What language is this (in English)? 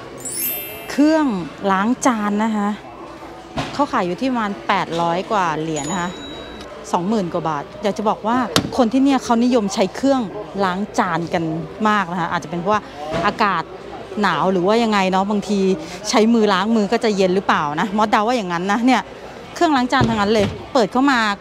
Thai